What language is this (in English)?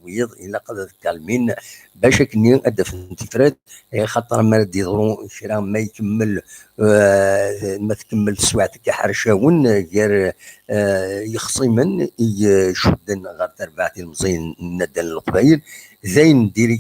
Kabyle